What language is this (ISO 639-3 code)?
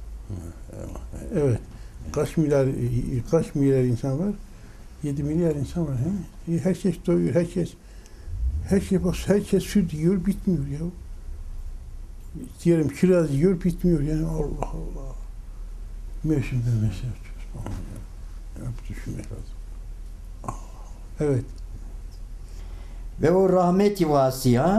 tur